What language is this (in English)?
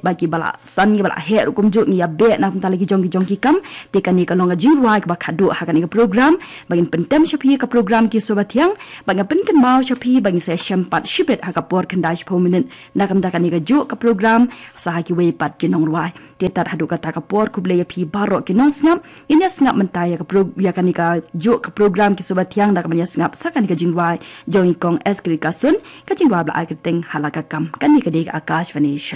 Khasi